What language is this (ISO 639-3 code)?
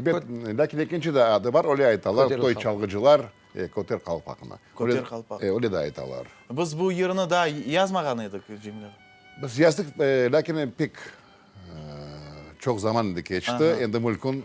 crh